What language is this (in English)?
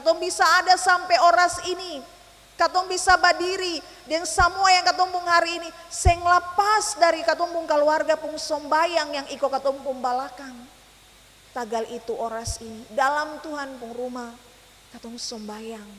Ambonese Malay